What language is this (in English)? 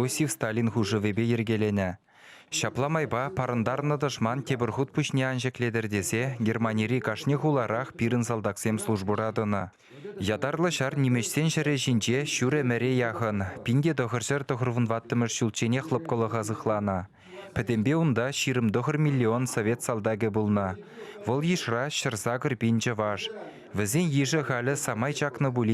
Chuvash